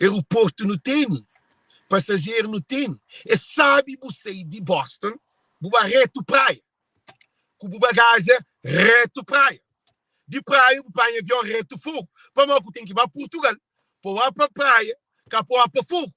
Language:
Kabuverdianu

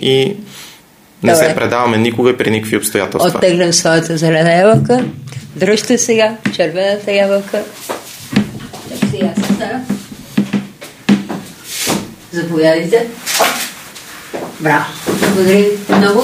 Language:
Bulgarian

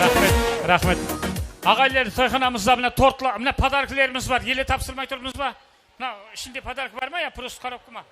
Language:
Kara-Kalpak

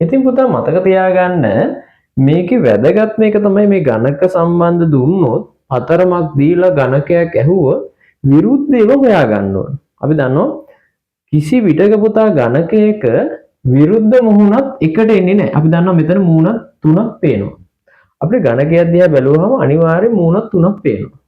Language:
Sinhala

